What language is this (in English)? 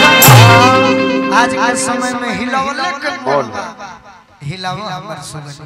Bhojpuri